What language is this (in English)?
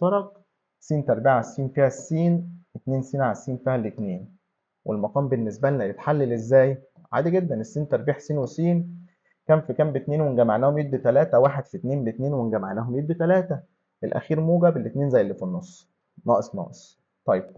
Egyptian Arabic